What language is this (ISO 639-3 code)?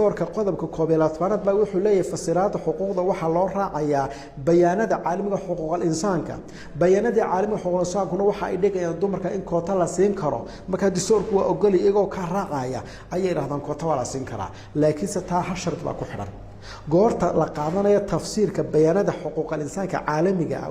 som